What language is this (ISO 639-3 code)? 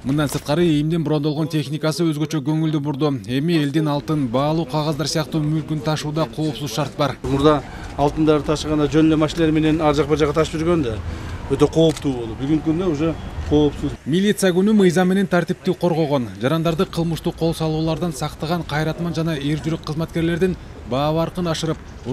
kir